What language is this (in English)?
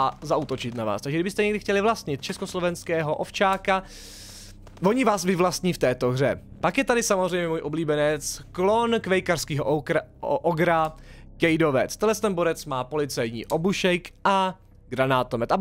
Czech